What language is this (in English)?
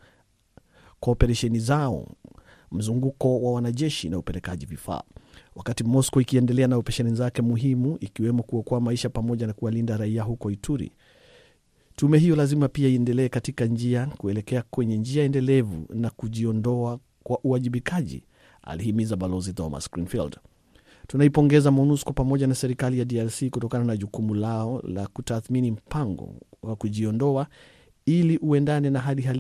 Swahili